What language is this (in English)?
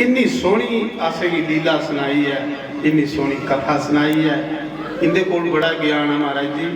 Dogri